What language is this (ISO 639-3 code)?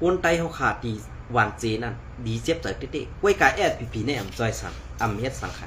shn